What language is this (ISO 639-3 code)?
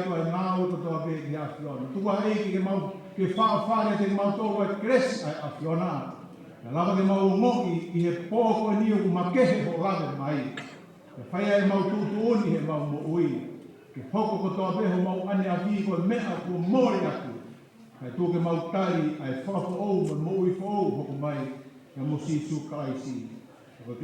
ton